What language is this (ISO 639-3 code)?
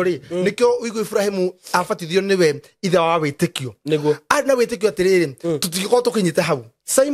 kik